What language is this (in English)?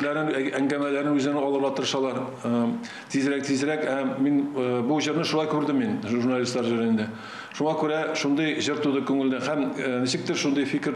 Tatar